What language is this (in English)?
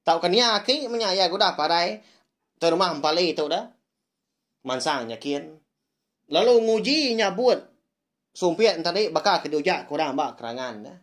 Iban